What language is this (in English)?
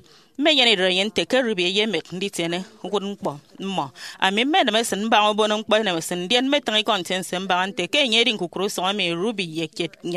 Efik